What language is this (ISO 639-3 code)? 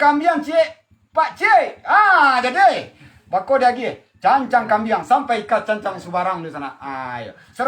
min